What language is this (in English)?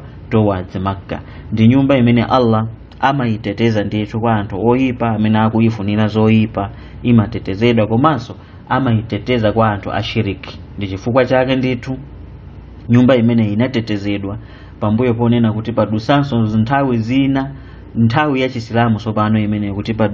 Nyanja